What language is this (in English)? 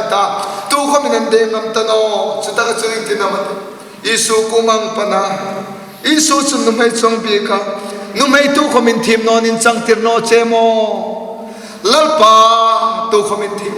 Hmar